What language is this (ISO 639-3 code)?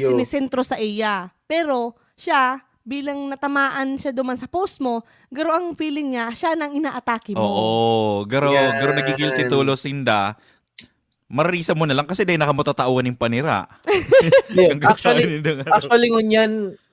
bik